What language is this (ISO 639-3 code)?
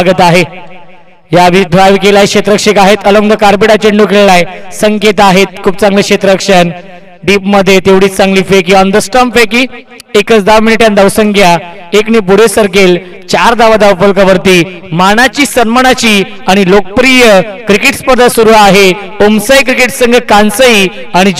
mar